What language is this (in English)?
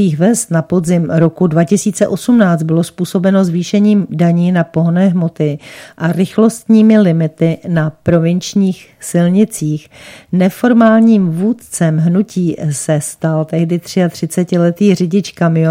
Czech